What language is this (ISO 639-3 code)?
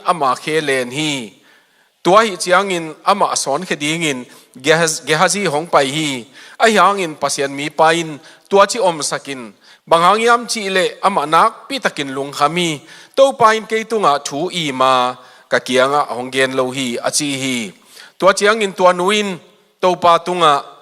ctd